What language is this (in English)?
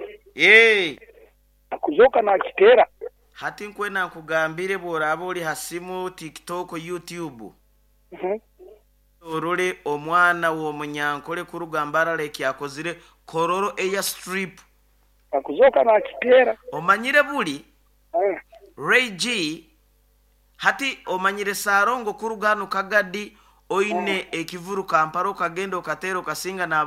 Nyoro